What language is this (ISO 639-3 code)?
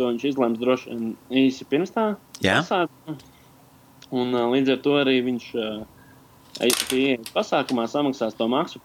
lav